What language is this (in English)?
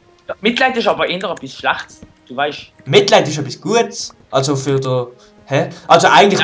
Swiss German